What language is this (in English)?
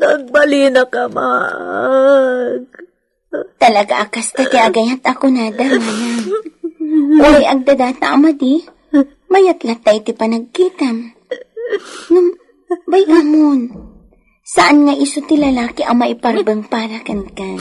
Iloko